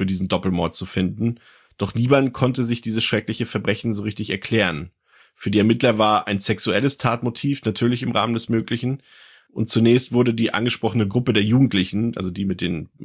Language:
German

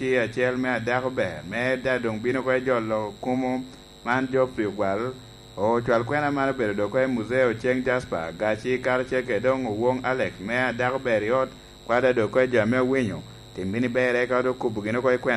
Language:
Lango (Uganda)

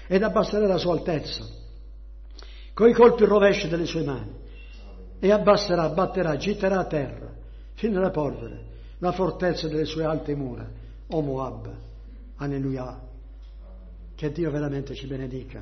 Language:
Italian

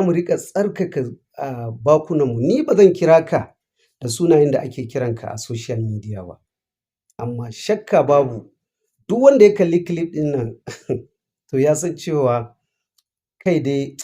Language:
Hausa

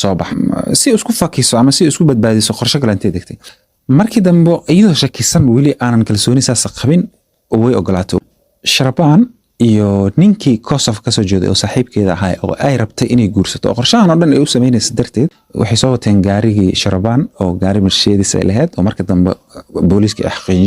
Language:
Somali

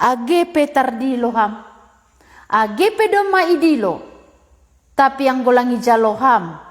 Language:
Batak Simalungun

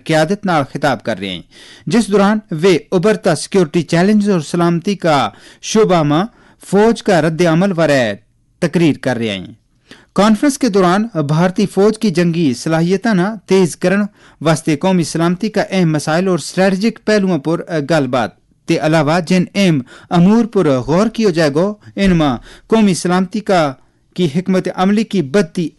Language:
Gujari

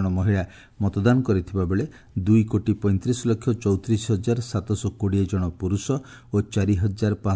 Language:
Odia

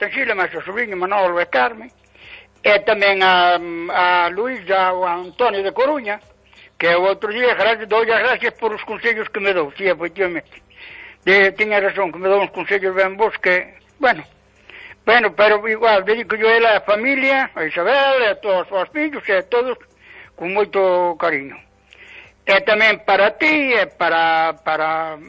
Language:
Galician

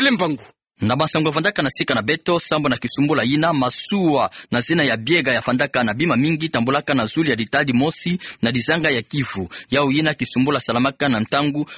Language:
Kituba (Democratic Republic of Congo)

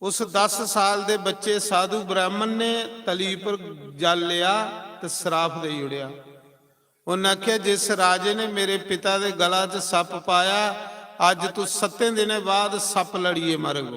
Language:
Dogri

